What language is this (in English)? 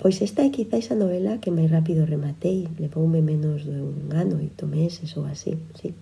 Galician